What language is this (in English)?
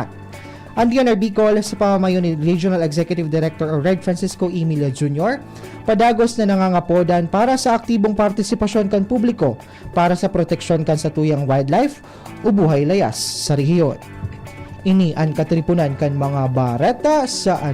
Bikol